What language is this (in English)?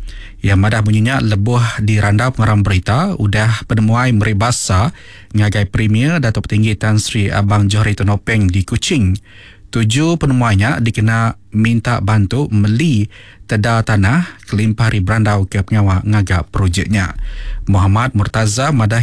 Iban